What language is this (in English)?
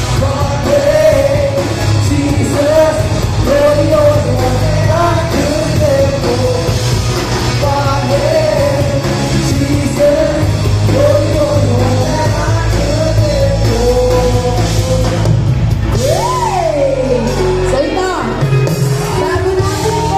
Filipino